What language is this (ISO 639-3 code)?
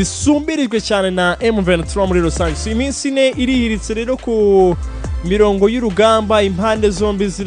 kin